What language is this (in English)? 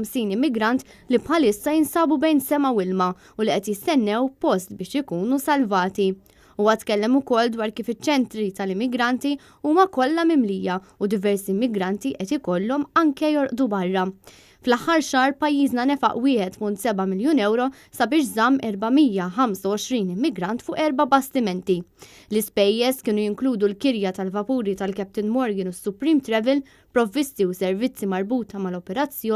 Maltese